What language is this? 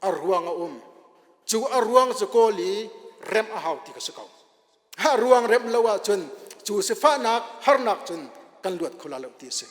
Hakha Chin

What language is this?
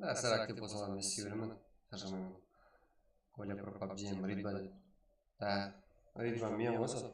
Kara-Kalpak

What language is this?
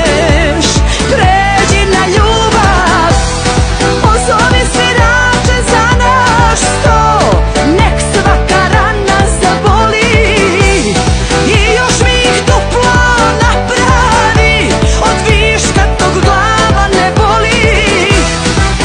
Serbian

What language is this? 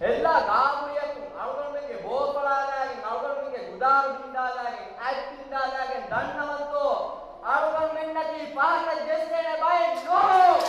Divehi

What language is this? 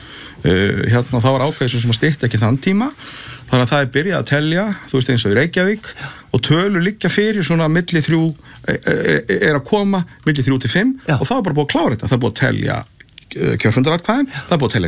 Icelandic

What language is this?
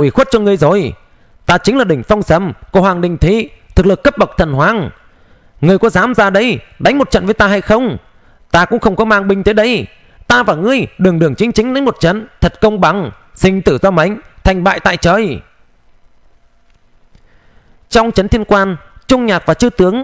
Vietnamese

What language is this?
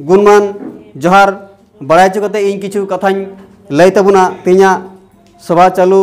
Santali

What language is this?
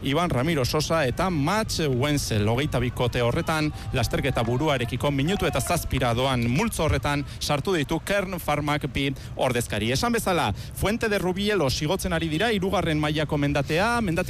Basque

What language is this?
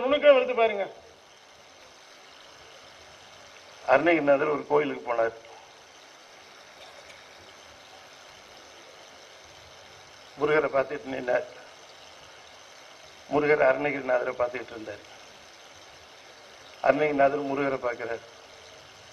Tamil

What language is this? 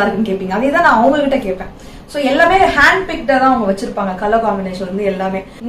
Tamil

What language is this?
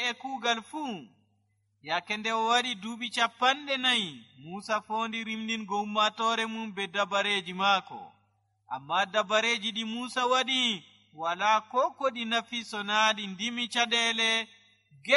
Nigerian Fulfulde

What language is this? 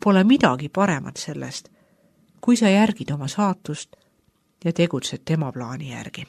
Estonian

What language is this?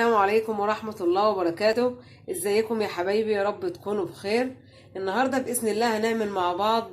Egyptian Arabic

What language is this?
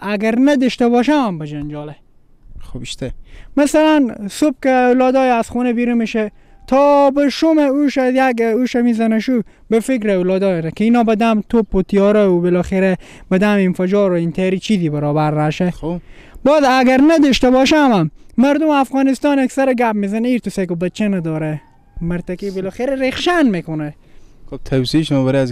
Persian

